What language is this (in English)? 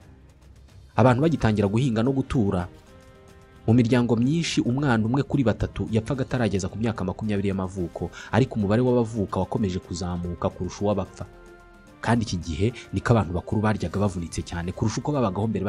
Kinyarwanda